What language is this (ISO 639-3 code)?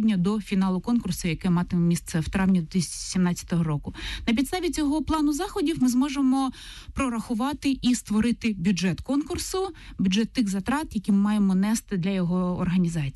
ukr